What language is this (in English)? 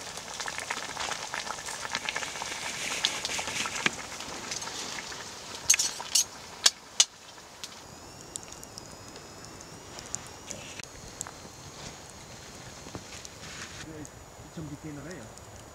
Danish